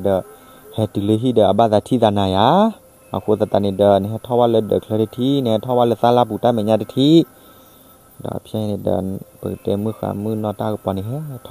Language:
S'gaw Karen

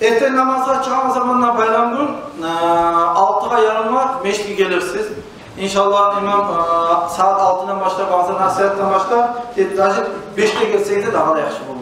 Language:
Kumyk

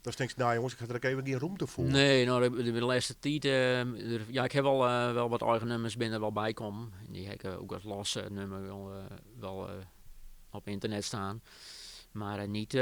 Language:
Western Frisian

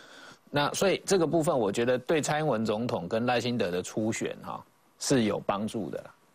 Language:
Chinese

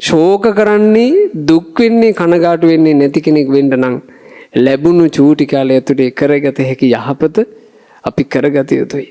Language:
Sinhala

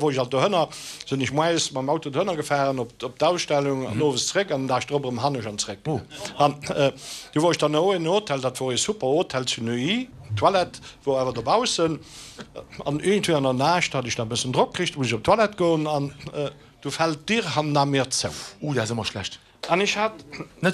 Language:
Luxembourgish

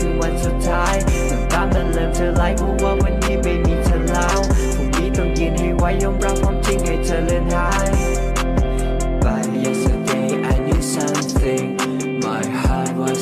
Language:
Thai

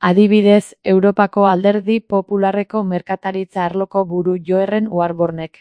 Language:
Basque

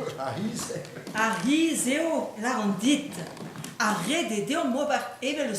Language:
Breton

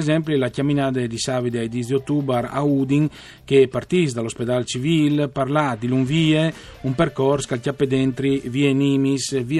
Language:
Friulian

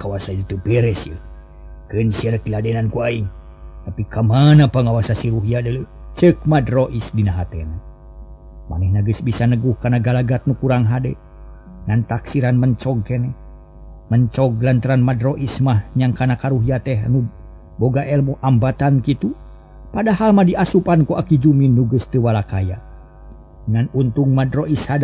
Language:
Sundanese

